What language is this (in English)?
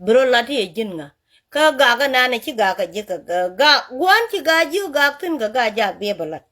Nuer